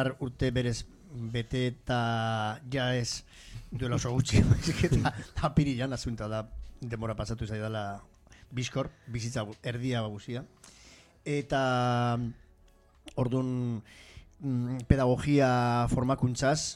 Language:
Basque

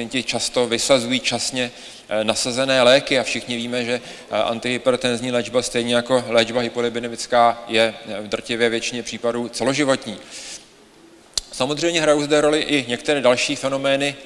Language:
Czech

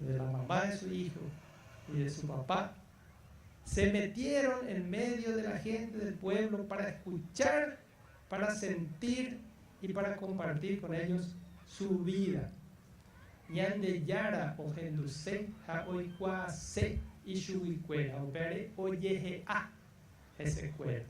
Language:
Guarani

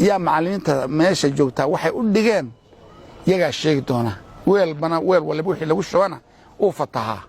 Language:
Somali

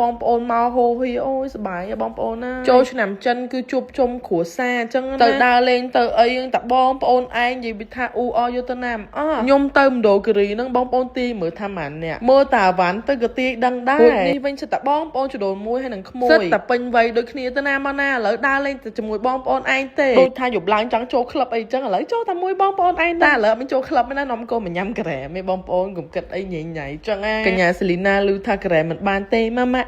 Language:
Khmer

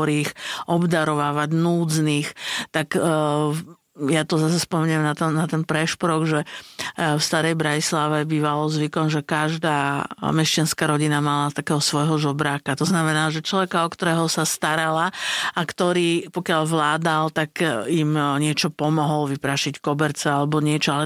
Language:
Slovak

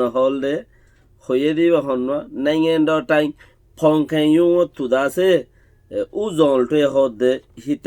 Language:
Rohingya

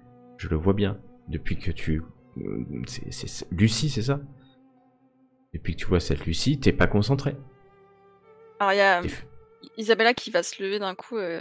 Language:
French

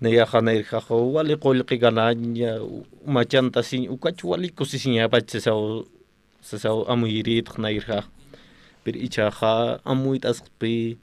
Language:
Aymara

